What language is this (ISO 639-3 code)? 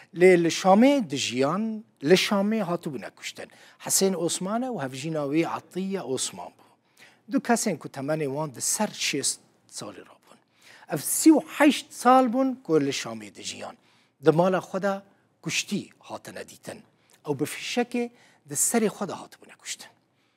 kur